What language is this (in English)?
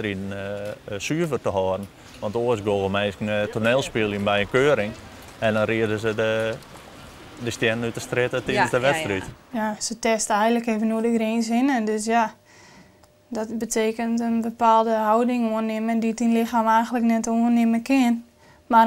Western Frisian